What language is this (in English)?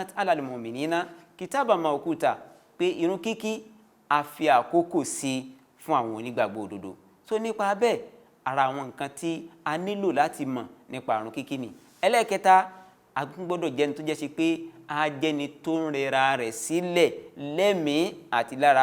Yoruba